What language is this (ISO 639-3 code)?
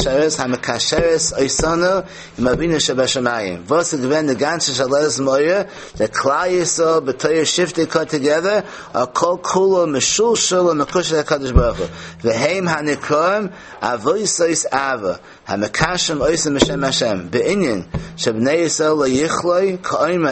yid